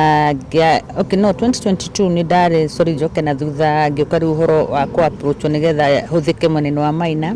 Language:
Kikuyu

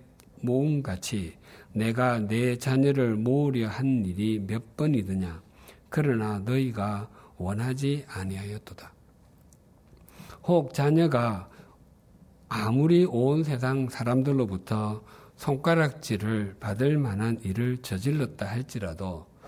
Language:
Korean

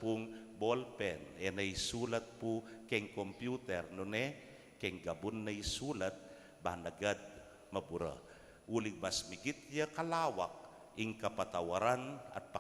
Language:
Pampanga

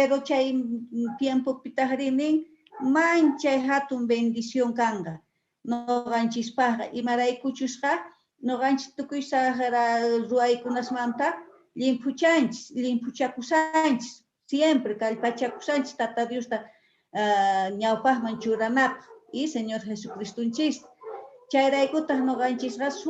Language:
Quechua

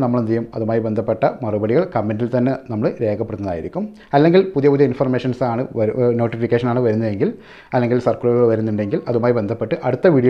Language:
Malayalam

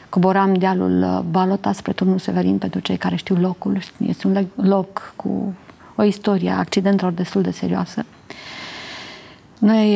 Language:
Romanian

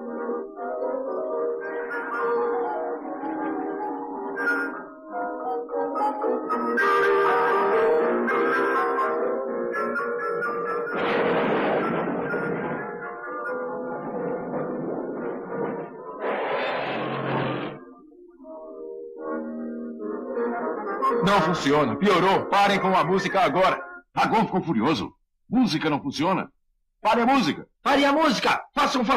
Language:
Portuguese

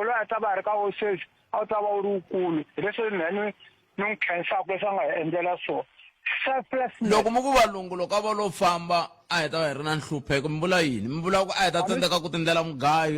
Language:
Tsonga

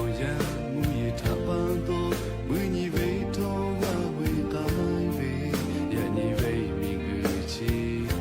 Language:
Lahu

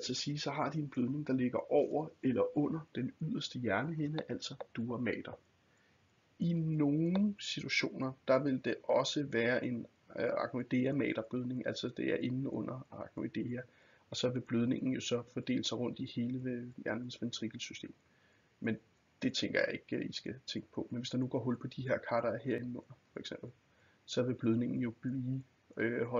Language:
Danish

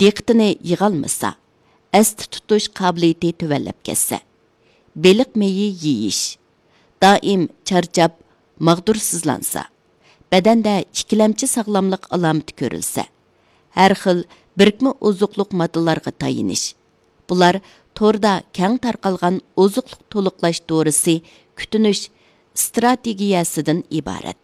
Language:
Uyghur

